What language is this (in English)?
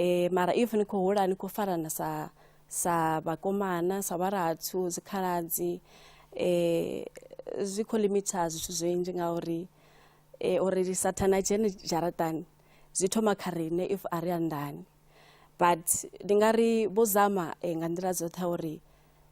Venda